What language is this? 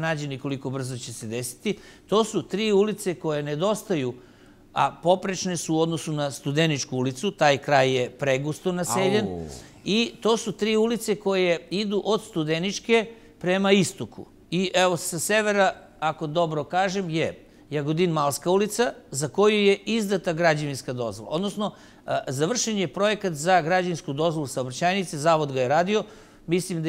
Serbian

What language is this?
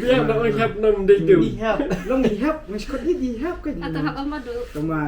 Khasi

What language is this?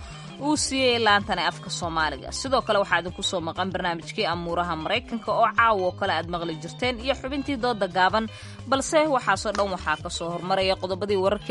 Somali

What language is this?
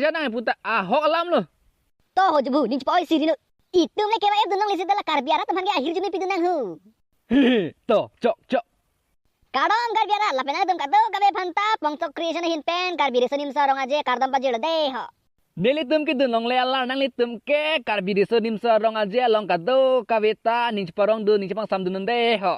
Karbi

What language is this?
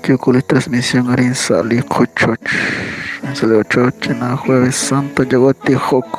Kekchí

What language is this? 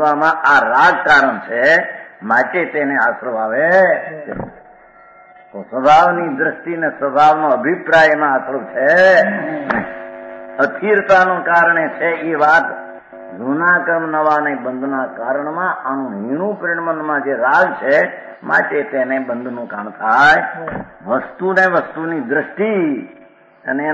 Gujarati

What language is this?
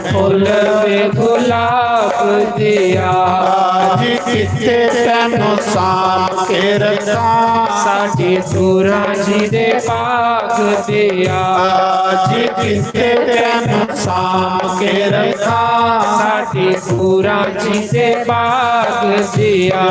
Dogri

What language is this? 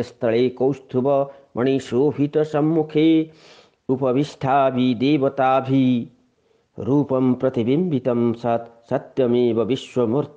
Sanskrit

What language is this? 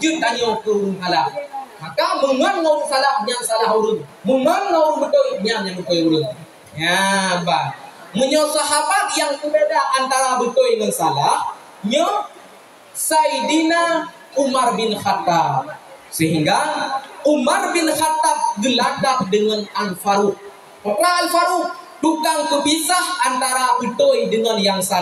Achinese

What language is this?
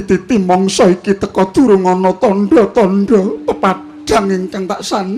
Javanese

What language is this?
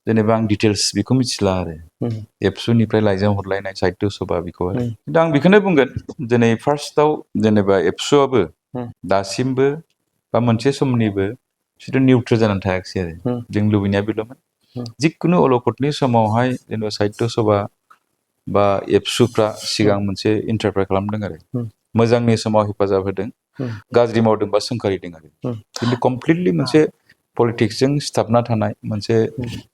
Bodo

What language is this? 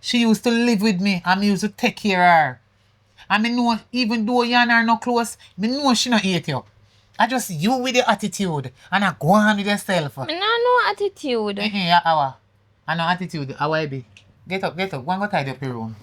Jamaican Creole English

